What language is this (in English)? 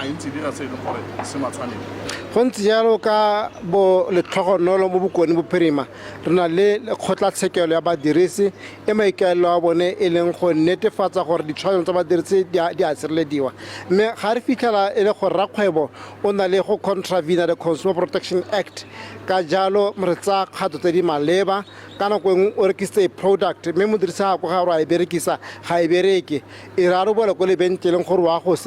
Tswana